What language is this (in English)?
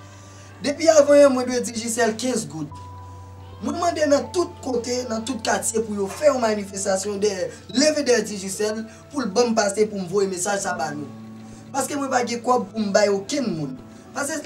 Haitian Creole